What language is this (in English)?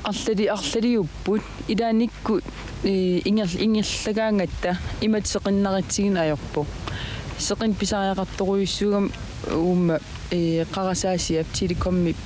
Kalaallisut